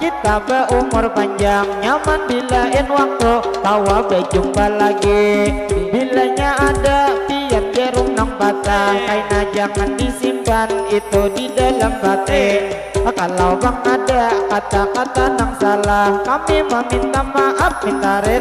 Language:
Banjar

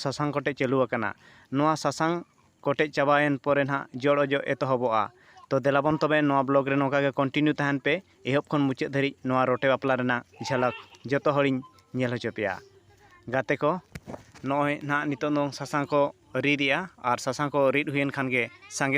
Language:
Santali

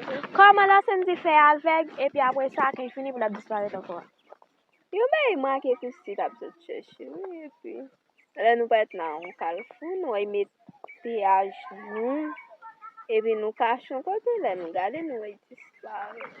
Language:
Haitian Creole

